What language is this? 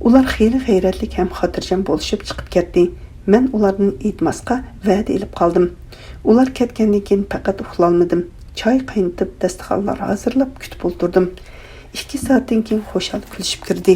Uyghur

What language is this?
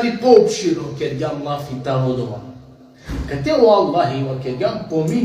Balkan Romani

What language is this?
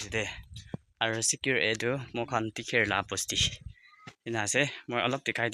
Naga Pidgin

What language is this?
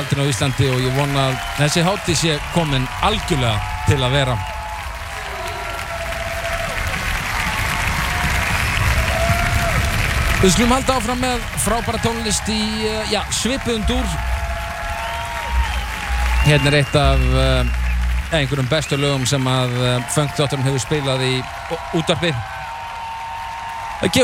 Icelandic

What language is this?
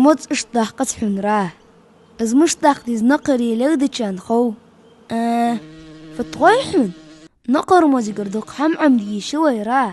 Ingush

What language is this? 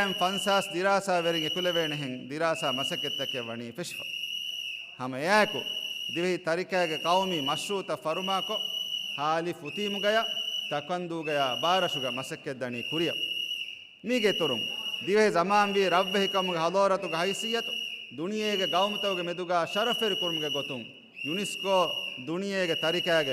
Divehi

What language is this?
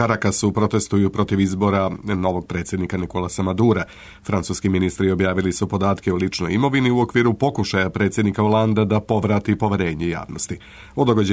Serbian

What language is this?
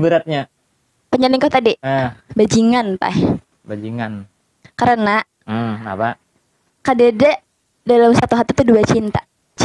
Banjar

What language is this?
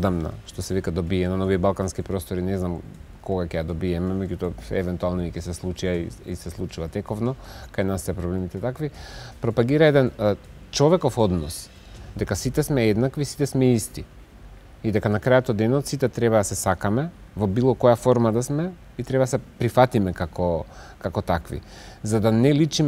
Macedonian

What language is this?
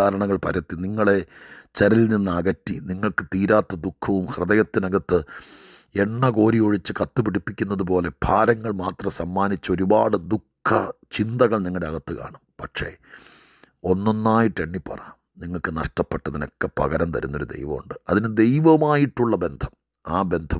Malayalam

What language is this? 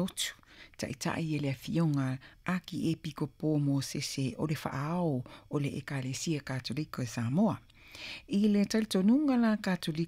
Samoan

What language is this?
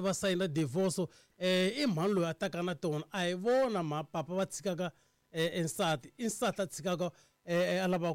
Tsonga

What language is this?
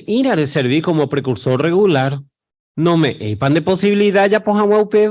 Guarani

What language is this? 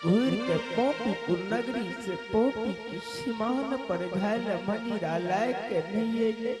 Angika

